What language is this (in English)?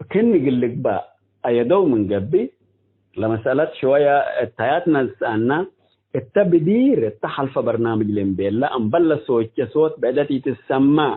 Tigre